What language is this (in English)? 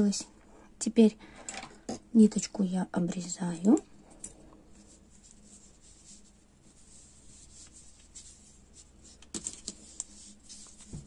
Russian